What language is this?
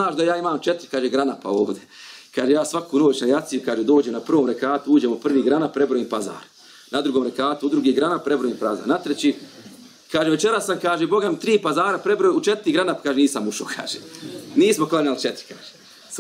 Bosnian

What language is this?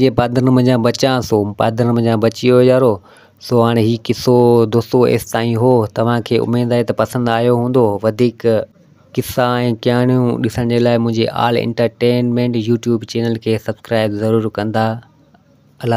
Sindhi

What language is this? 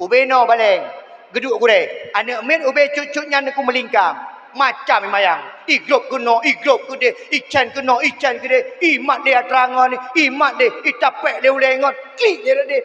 Achinese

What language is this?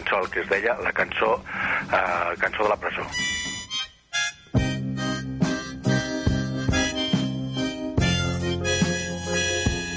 Catalan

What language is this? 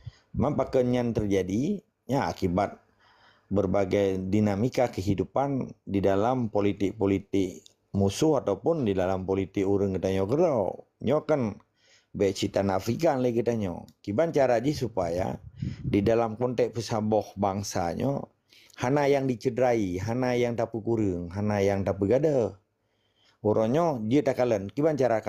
Achinese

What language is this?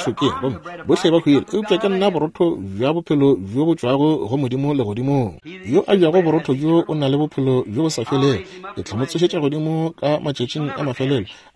Northern Sotho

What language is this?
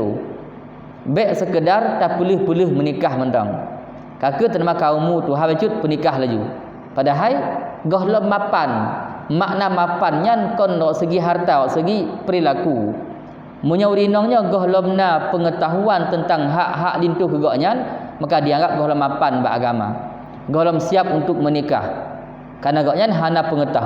Achinese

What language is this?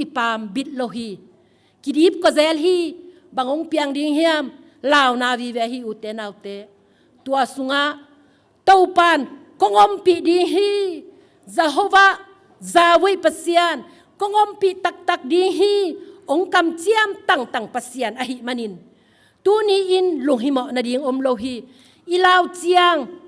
Tedim Chin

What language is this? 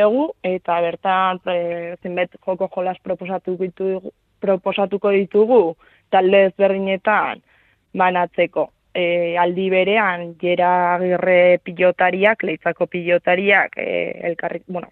Basque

